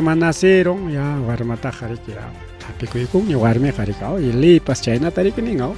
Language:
Ayacucho Quechua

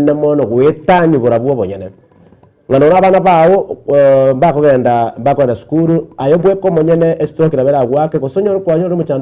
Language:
Gusii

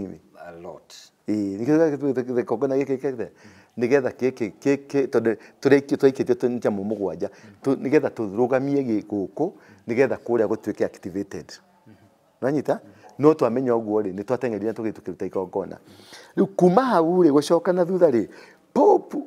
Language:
Kikuyu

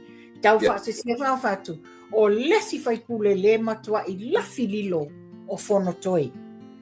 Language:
Samoan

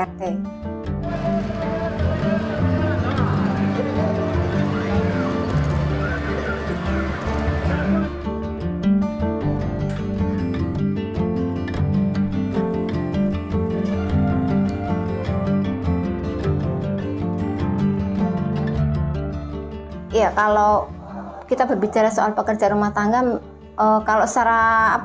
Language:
Indonesian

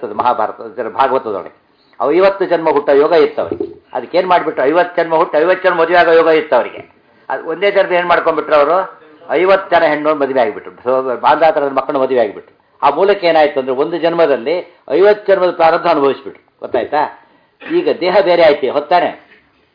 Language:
Kannada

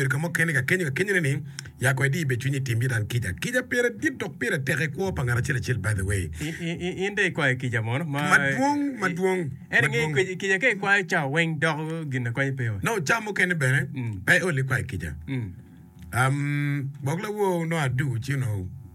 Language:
Acoli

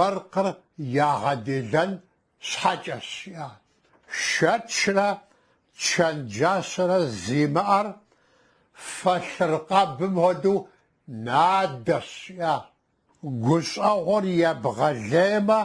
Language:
Kabardian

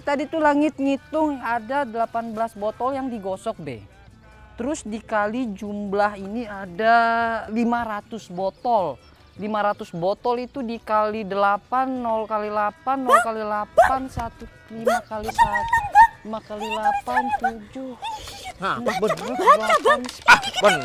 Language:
Betawi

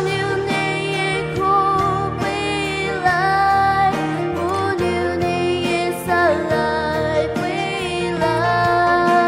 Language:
Poumei Naga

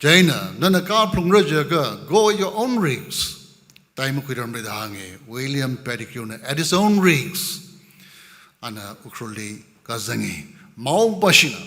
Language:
Tangkhul Naga (India)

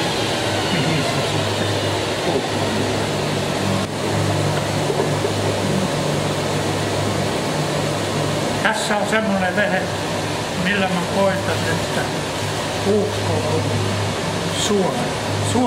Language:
Finnish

